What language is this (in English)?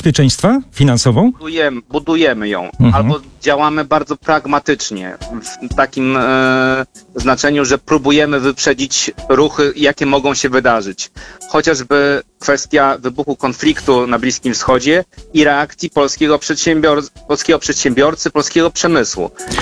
Polish